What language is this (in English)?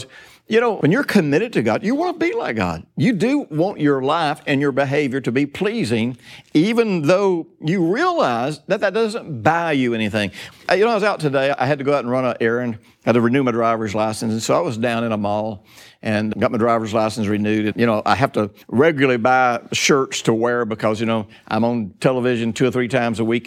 English